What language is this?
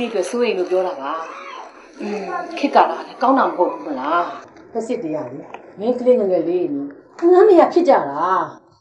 Burmese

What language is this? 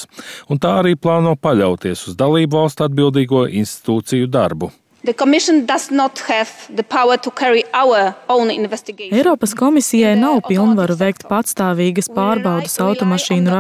Latvian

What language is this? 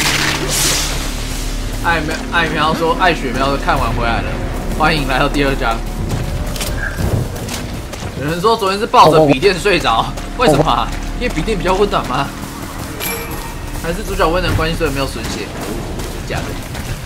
Chinese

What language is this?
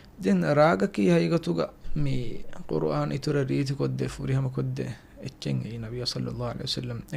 Divehi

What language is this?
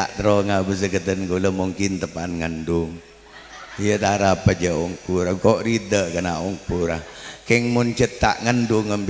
Madurese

